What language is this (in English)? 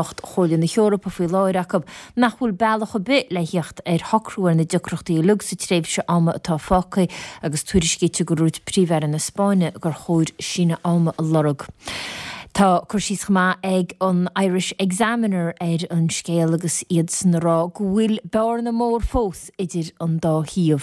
Irish